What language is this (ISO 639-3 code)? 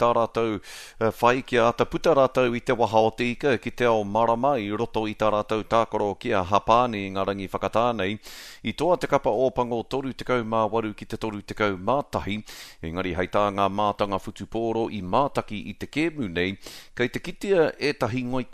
mri